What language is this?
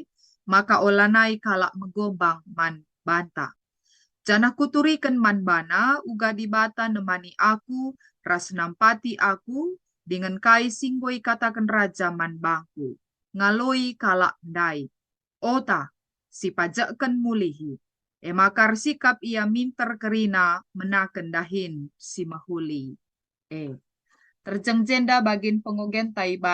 Batak Karo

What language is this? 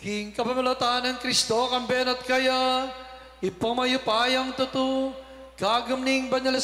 Pampanga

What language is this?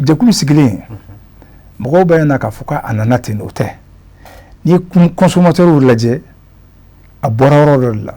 Bambara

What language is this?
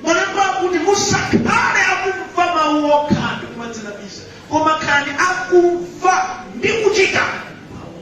Nyanja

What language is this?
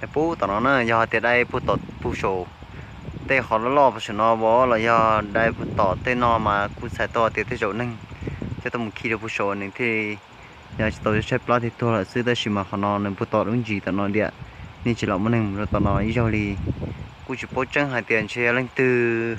Hmong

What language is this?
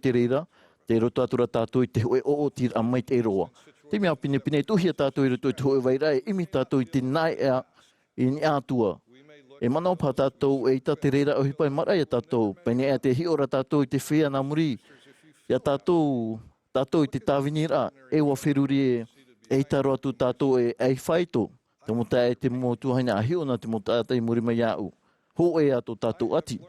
Tahitian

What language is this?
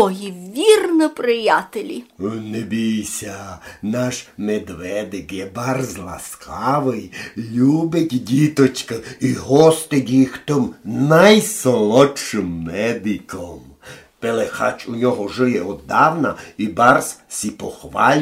Rusyn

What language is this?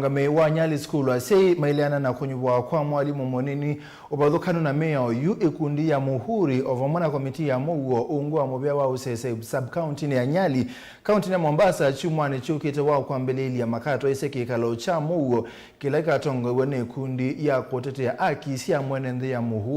Kamba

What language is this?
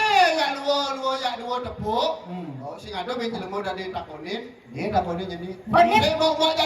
Balinese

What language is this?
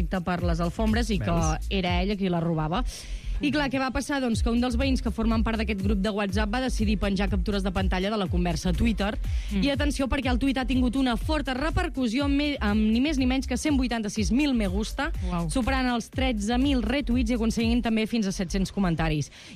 Catalan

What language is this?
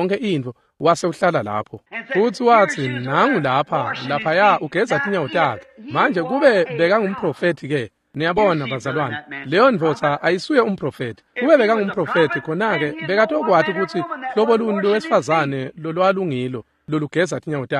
Swati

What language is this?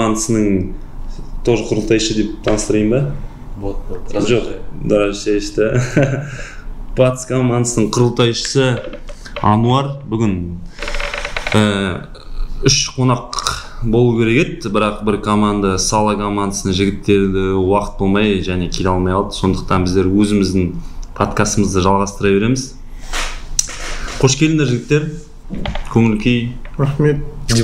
Kazakh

